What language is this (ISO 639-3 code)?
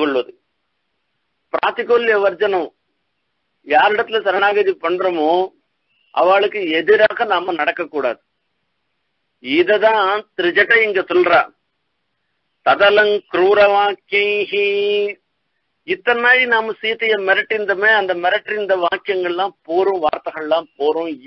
tam